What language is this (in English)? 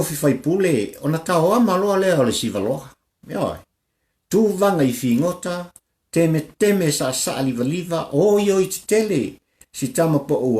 Samoan